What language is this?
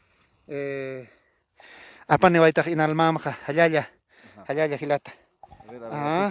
Aymara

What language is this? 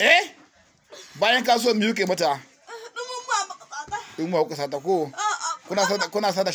Hausa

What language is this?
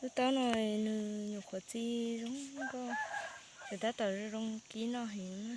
Hmong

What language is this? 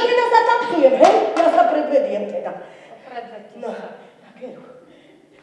Slovak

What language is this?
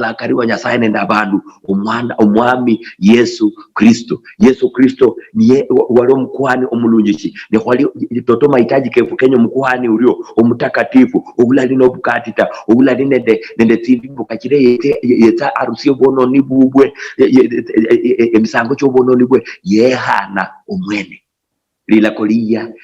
Luyia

